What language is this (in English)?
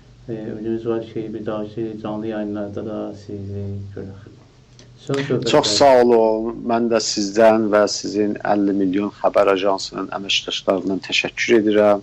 South Azerbaijani